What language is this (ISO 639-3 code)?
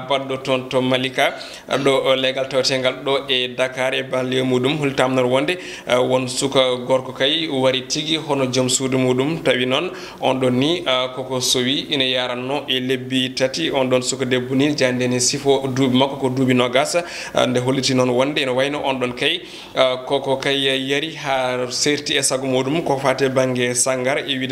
ful